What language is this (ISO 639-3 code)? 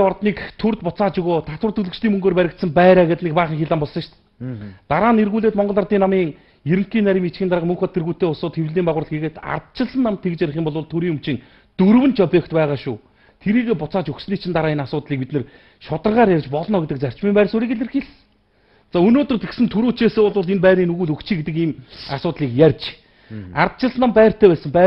mon